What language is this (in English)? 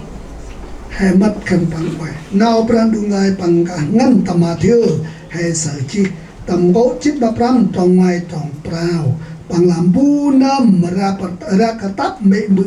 Central Mnong